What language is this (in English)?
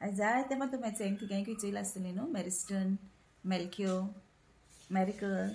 Konkani